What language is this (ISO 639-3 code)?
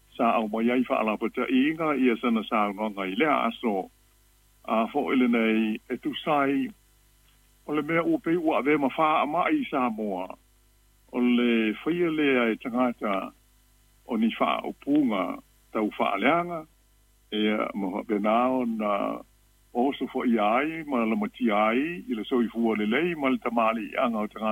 smo